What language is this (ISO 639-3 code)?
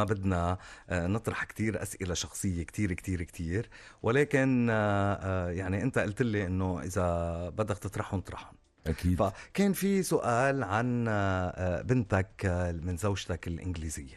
apc